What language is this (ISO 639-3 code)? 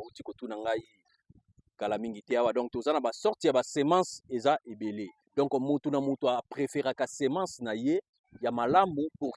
lin